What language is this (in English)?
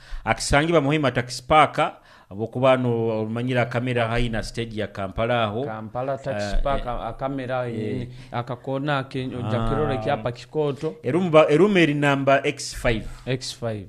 Nyoro